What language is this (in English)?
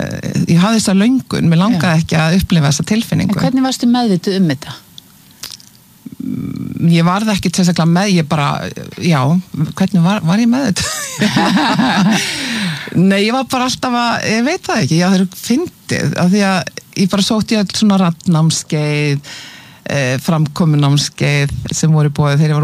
Icelandic